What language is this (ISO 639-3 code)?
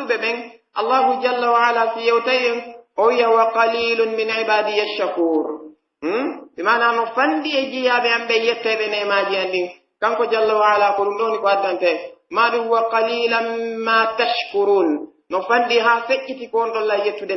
fuf